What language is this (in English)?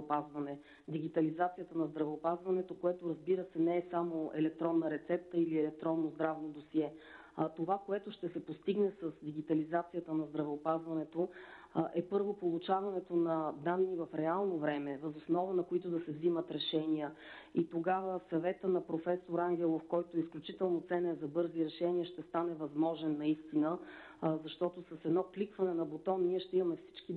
Bulgarian